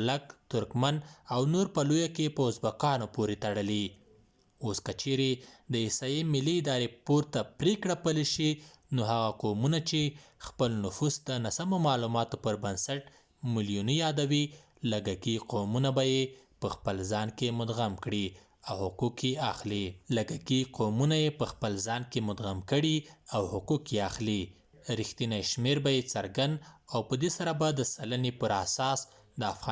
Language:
Pashto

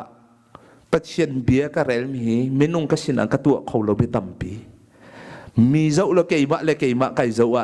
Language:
Hakha Chin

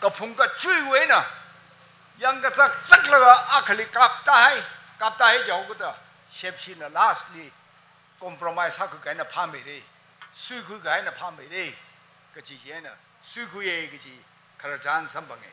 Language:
Tangkhul Naga (India)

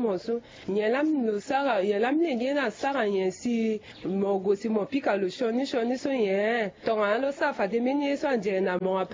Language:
Sango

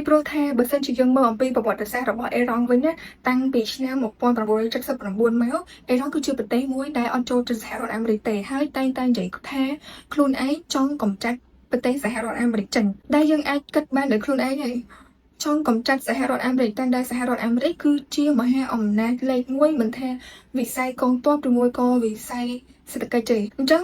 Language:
Khmer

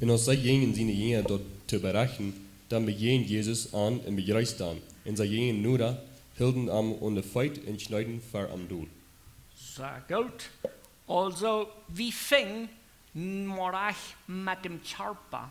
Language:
Plautdietsch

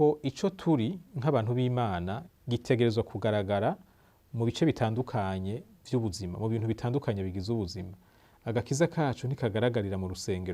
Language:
Rundi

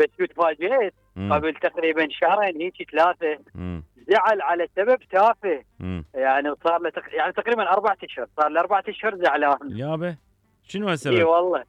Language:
Mesopotamian Arabic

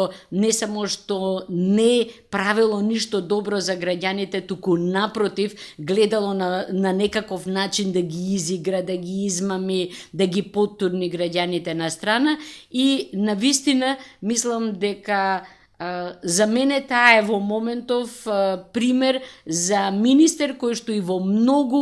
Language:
Macedonian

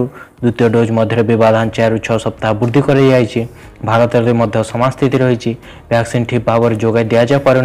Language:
Odia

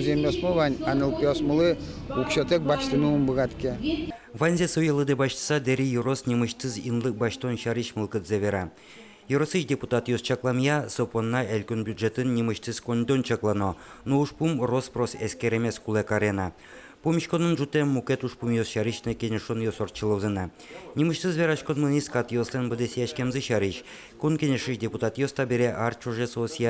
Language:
Udmurt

